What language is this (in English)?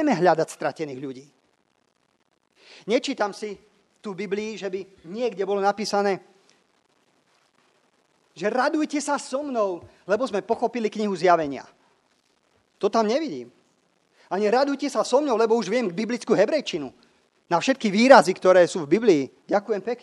Slovak